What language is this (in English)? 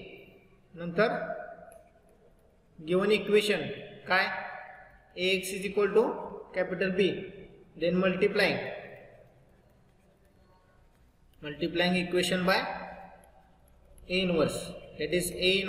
Marathi